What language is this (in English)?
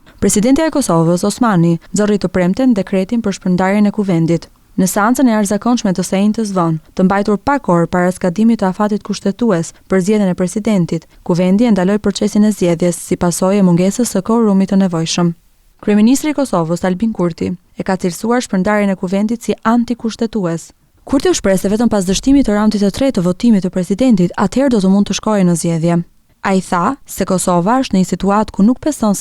Albanian